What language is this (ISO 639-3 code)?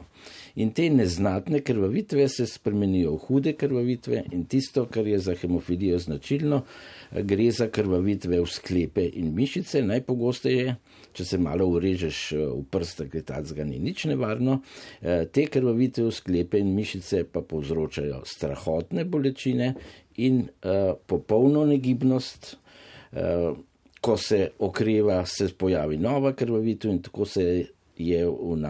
slv